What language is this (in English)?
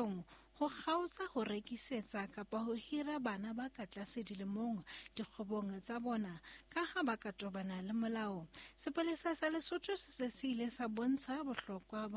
Southern Sotho